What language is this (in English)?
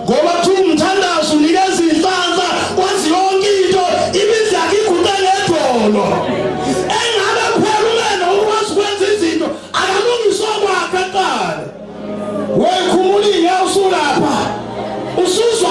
Zulu